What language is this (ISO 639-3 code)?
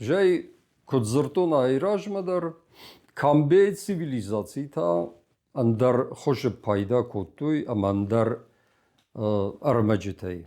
oss